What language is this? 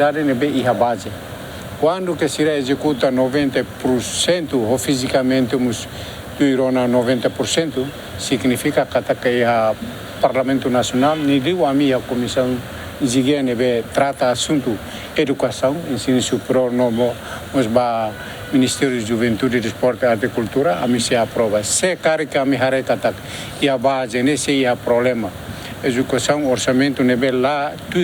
Tetum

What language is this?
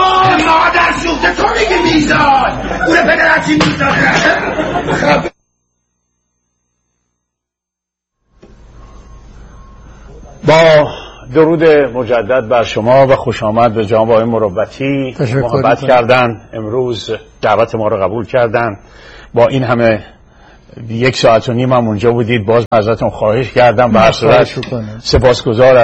Persian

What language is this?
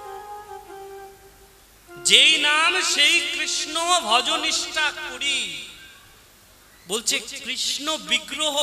Bangla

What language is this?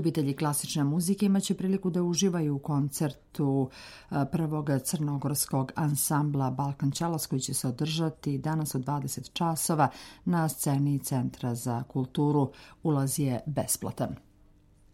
Serbian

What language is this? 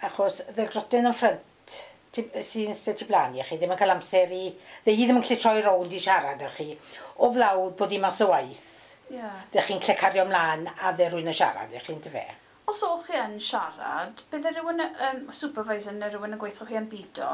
Welsh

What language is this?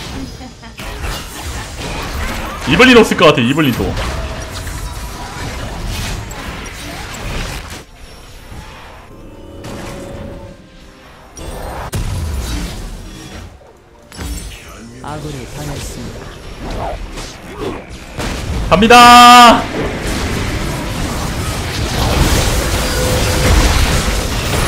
Korean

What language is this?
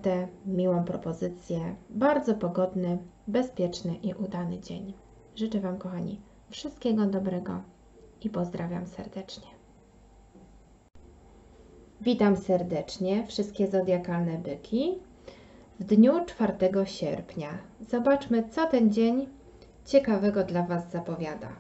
Polish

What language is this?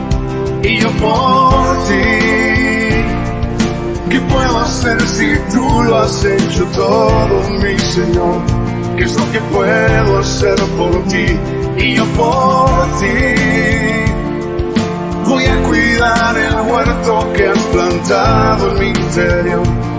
Spanish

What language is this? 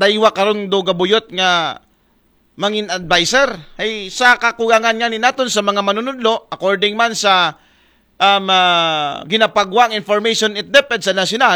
Aklanon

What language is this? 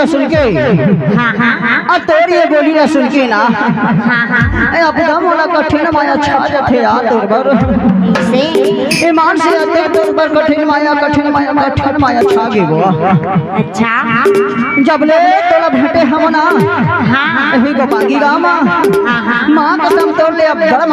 Chhattisgarhi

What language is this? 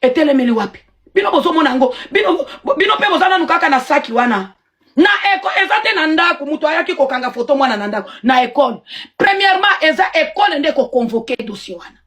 Lingala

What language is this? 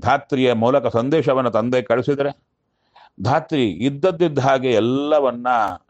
Kannada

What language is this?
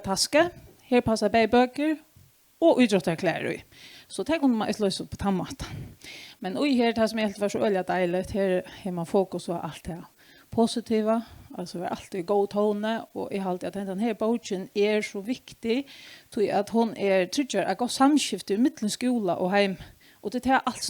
Faroese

